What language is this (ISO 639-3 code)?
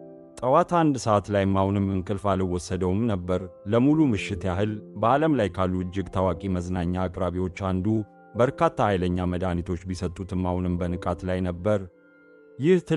amh